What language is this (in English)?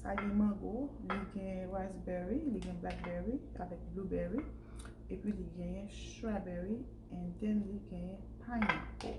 Haitian Creole